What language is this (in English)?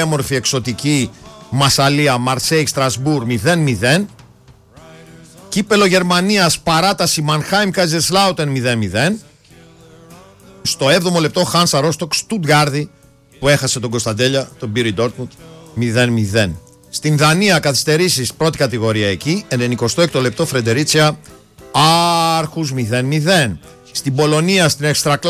Greek